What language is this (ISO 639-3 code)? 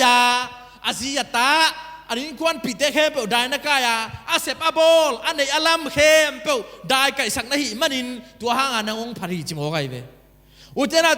ctd